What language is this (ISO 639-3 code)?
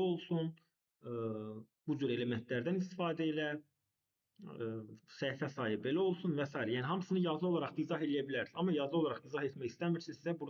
aze